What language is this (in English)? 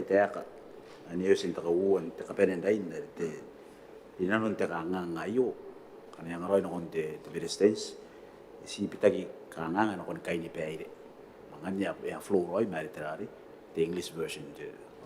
Gilbertese